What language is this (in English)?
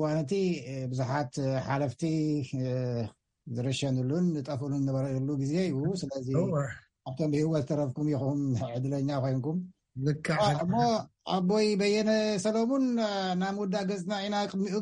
Tigrinya